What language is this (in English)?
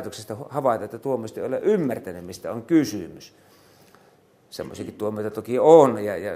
Finnish